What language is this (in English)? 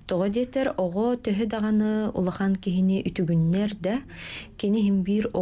Yakut